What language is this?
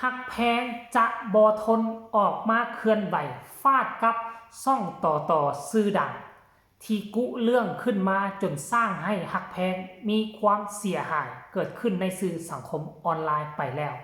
Northeastern Thai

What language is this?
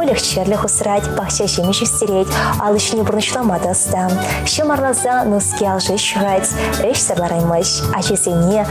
Chuvash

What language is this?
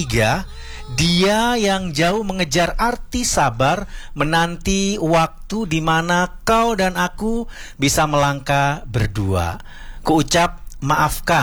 Indonesian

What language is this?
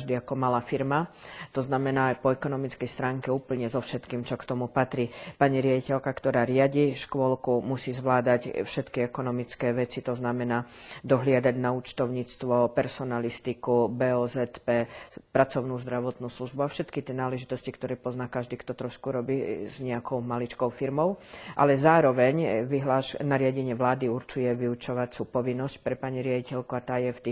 Slovak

